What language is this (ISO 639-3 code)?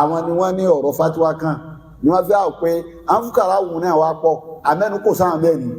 yor